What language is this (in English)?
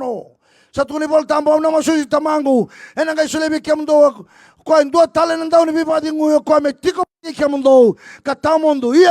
Fijian